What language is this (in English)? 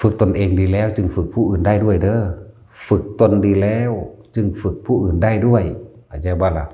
Northeastern Thai